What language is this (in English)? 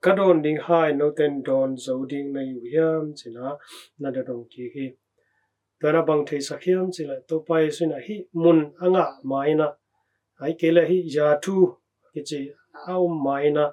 Tedim Chin